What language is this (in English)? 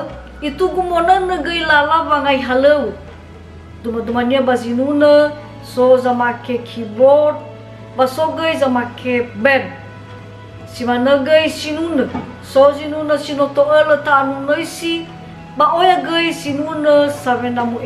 Nias